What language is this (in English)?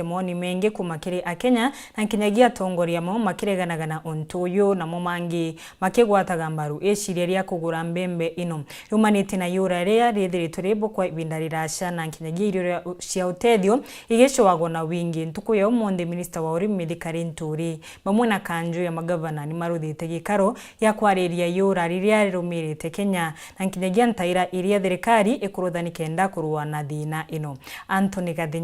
Meru